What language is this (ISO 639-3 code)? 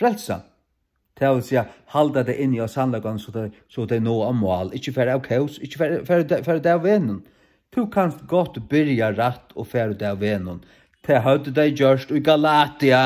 fao